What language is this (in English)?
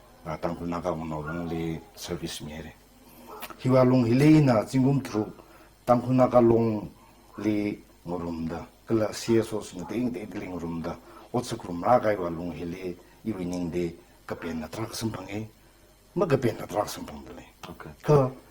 Tangkhul Naga (India)